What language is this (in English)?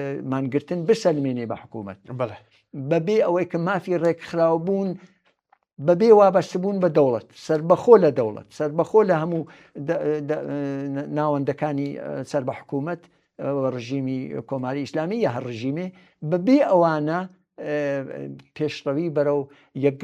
Central Kurdish